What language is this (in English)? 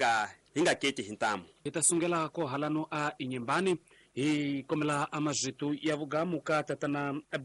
Tsonga